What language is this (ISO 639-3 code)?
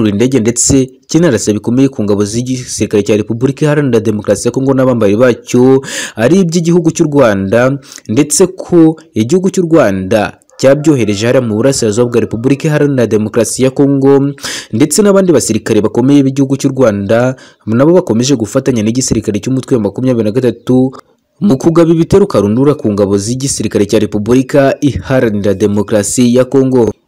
kin